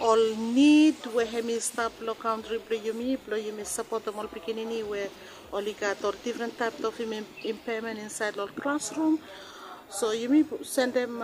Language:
Bislama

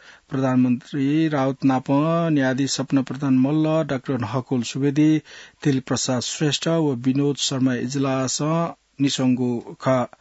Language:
Newari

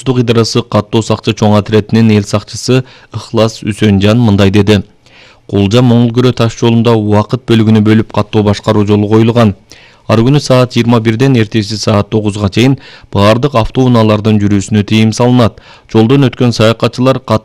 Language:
Kyrgyz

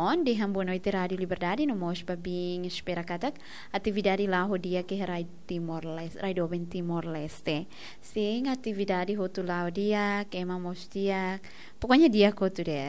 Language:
Tetum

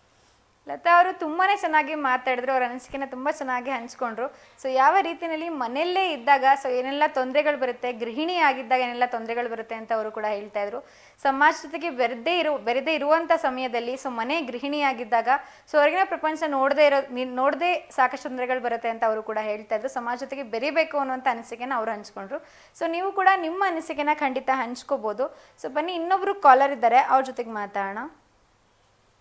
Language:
Kannada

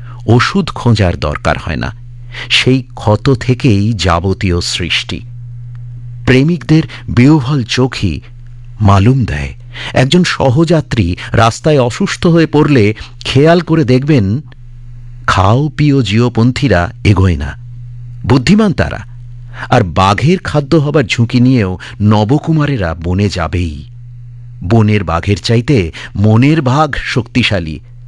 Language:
Bangla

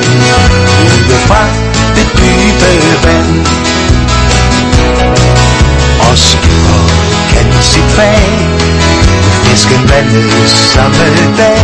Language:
Danish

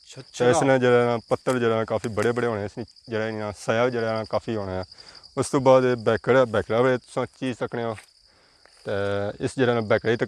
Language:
Pahari-Potwari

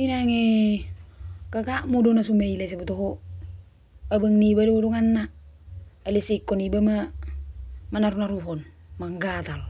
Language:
Batak Toba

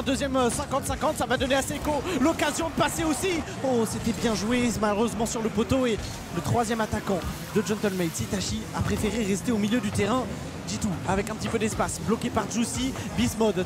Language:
French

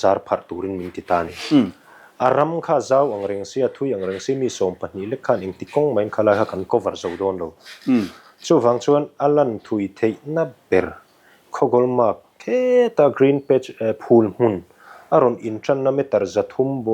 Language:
Mizo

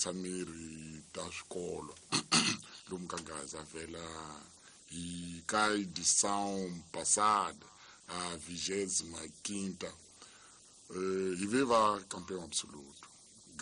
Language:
Tsonga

